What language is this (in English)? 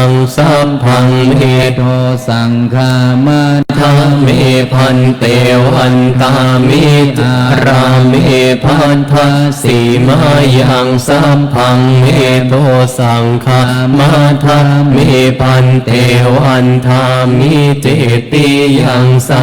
Pali